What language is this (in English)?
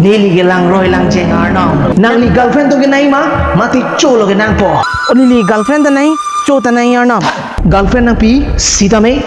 Karbi